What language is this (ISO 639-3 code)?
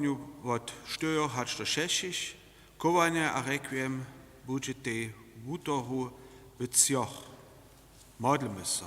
hsb